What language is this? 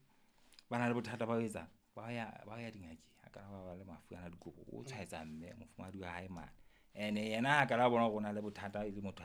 Southern Sotho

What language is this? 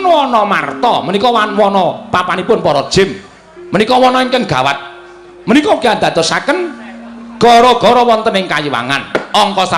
Javanese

